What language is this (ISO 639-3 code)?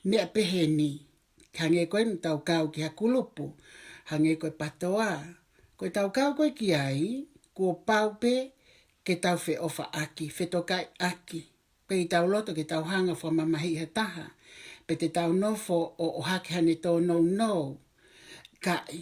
ton